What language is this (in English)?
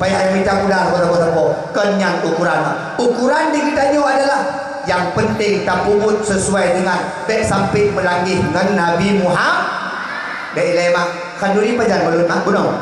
Achinese